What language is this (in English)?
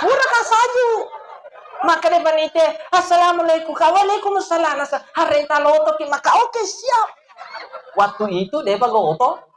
Buginese